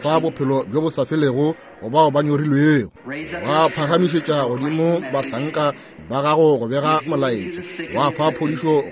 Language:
Northern Sotho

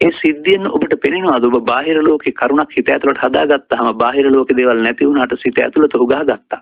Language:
Sinhala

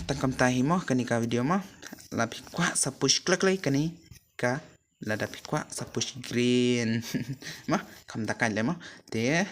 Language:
Khasi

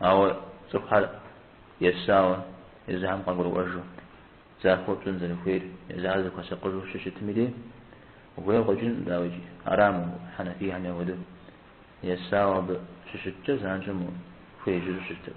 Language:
Kabardian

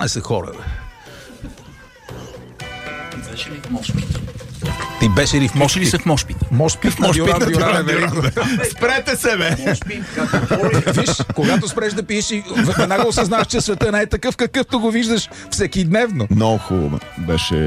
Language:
Bulgarian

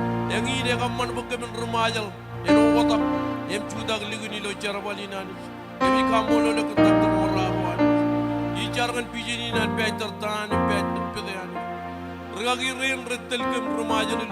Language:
Marshallese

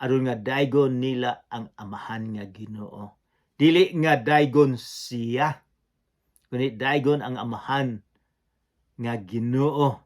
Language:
Cebuano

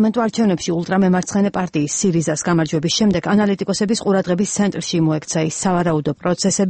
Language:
Georgian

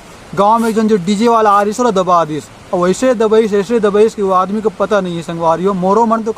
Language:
Chhattisgarhi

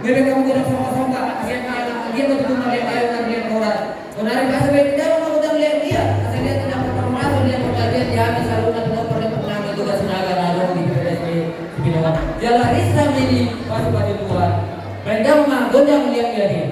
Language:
Batak Toba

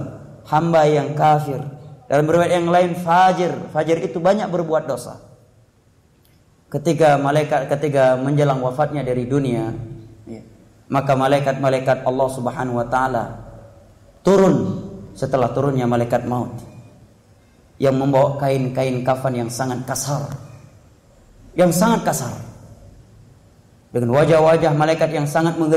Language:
Indonesian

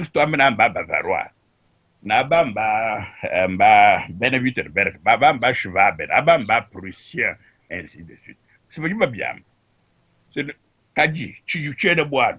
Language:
Luba-Lulua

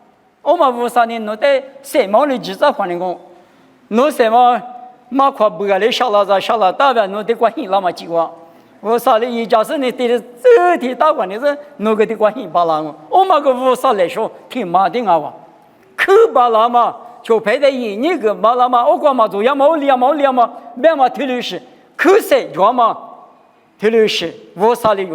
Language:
Lisu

